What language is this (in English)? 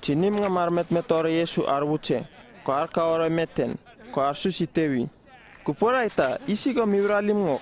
Uripiv-Wala-Rano-Atchin